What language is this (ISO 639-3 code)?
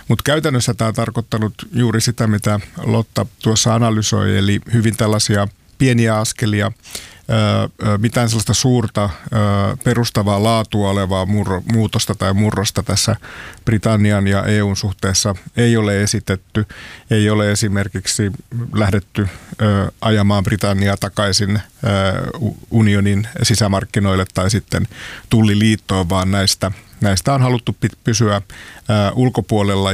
fin